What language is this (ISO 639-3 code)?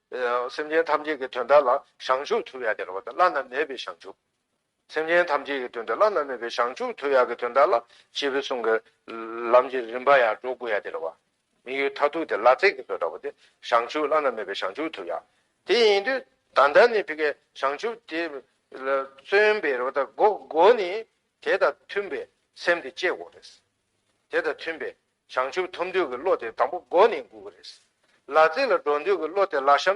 bod